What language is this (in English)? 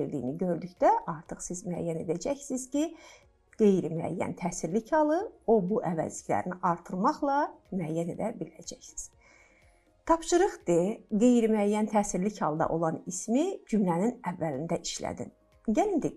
Azerbaijani